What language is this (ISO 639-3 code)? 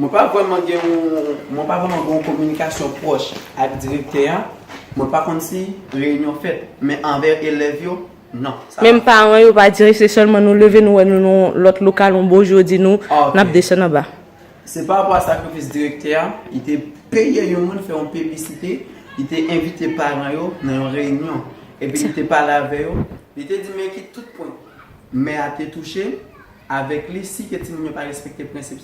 hat